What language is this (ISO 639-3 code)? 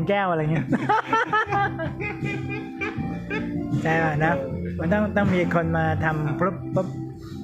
tha